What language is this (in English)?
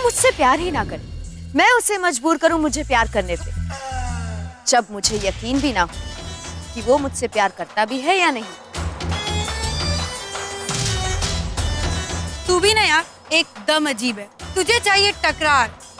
Hindi